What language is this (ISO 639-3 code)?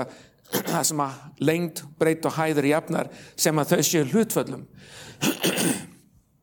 isl